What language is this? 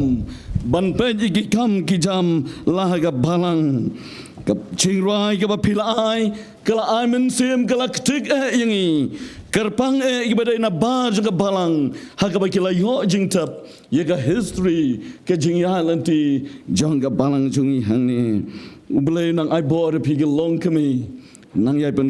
Khasi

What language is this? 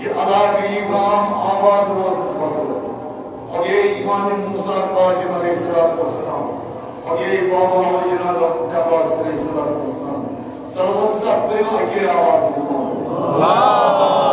Kashmiri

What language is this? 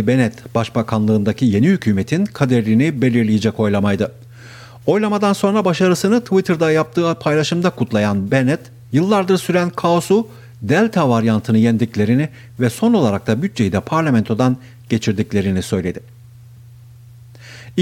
Turkish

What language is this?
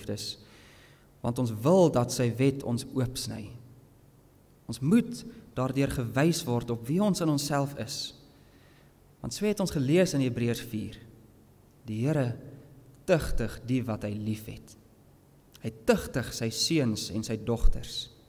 Afrikaans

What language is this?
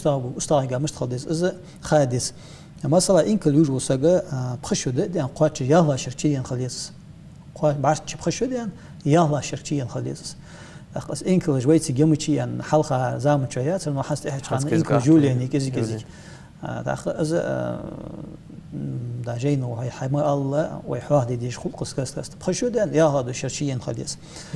Ingush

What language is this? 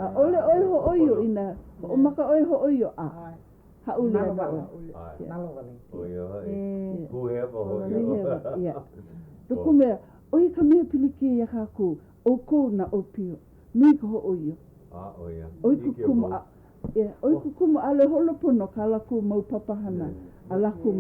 Hawaiian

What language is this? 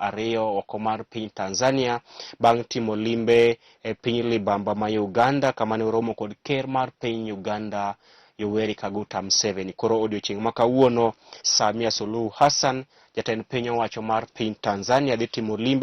Luo (Kenya and Tanzania)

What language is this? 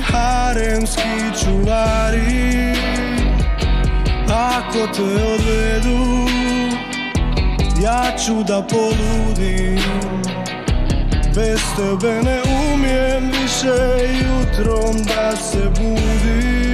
Croatian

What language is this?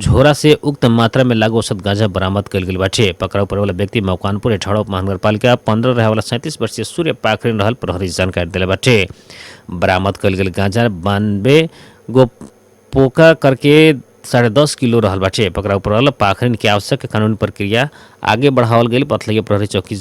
Bhojpuri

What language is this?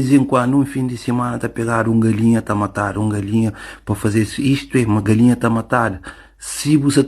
Kabuverdianu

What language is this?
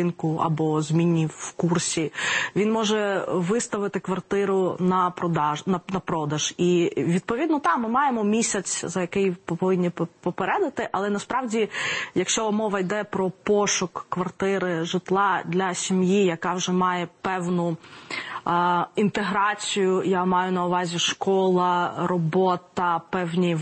Ukrainian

